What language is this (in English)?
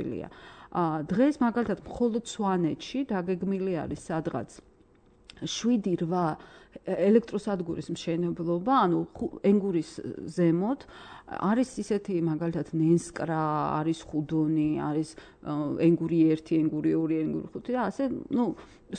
Georgian